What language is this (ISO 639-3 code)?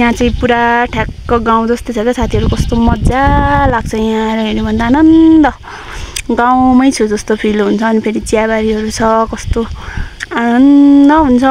nep